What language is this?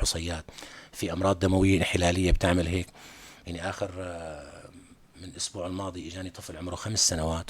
North Levantine Arabic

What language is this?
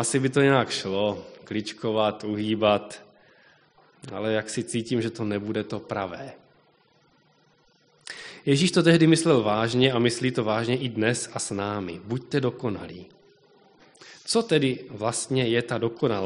Czech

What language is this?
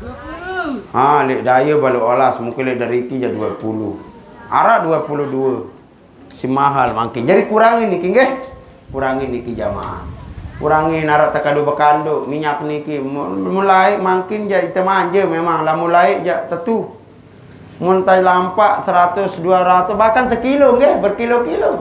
Sasak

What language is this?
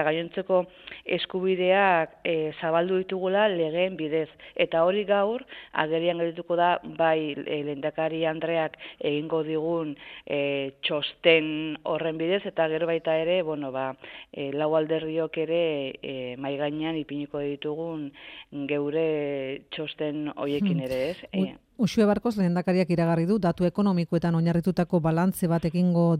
Basque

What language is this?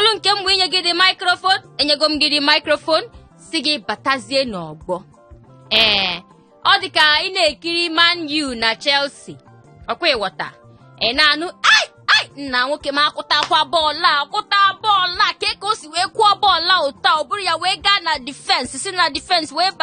Igbo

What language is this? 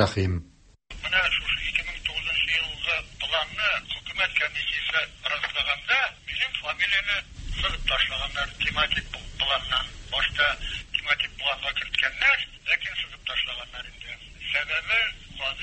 Tatar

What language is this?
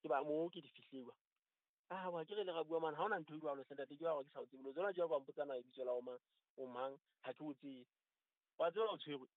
Southern Sotho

